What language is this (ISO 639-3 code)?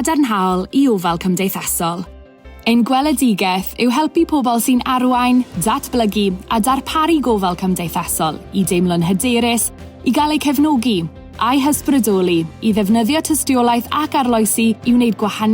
cym